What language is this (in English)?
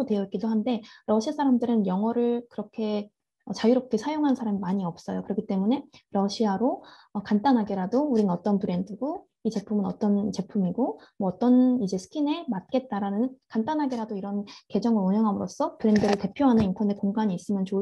Korean